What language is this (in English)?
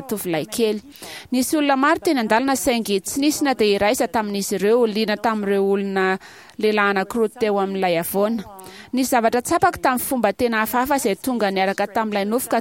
Malagasy